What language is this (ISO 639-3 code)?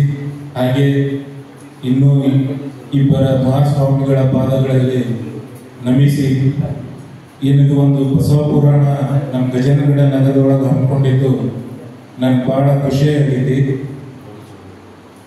kan